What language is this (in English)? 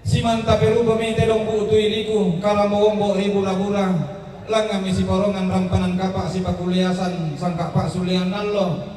Toraja-Sa'dan